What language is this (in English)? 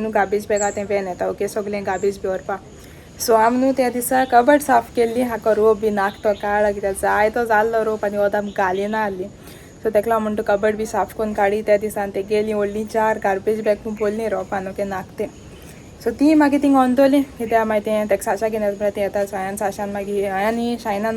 Konkani